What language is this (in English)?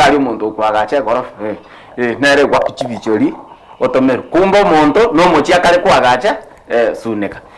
Gusii